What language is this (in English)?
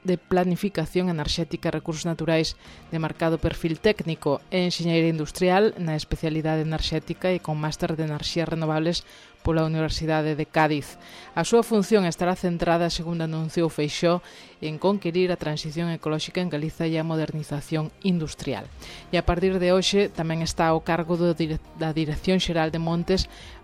Galician